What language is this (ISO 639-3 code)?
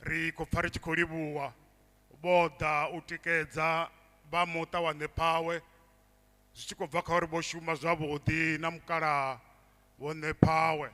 ven